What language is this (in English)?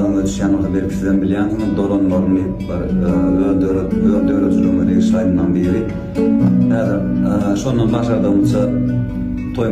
Turkmen